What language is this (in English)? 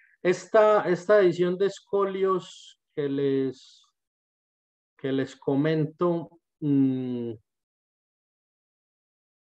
Spanish